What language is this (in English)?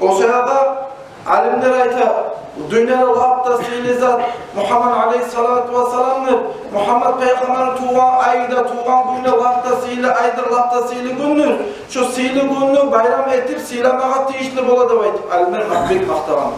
Kumyk